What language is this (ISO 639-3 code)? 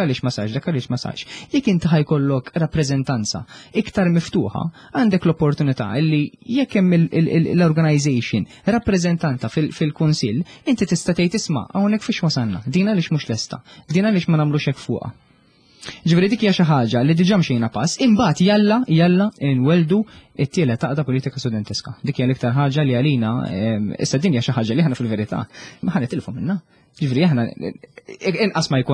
mlt